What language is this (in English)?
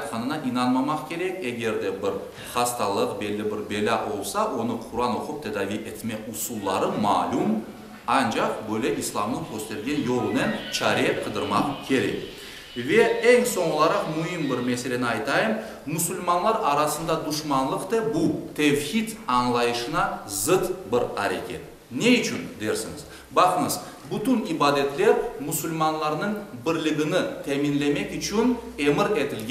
Crimean Tatar